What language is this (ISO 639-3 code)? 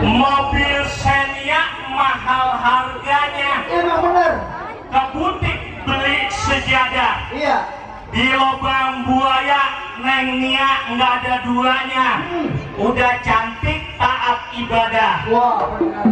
bew